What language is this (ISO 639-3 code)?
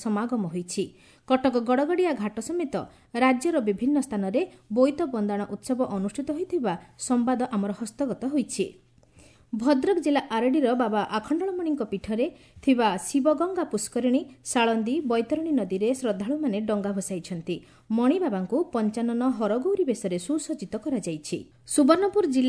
ori